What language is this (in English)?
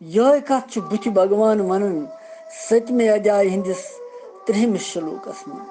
Kashmiri